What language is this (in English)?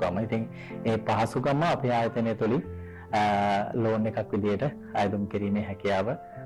Sinhala